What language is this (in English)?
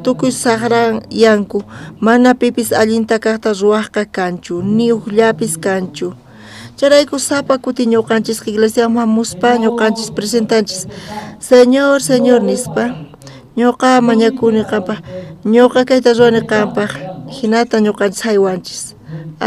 South Bolivian Quechua